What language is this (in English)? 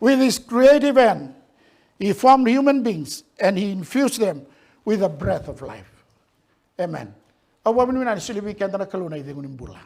Fijian